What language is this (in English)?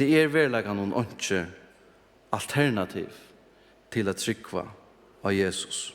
Faroese